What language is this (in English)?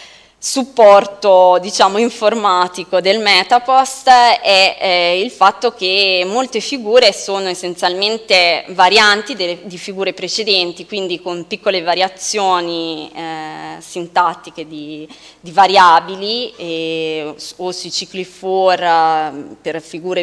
Italian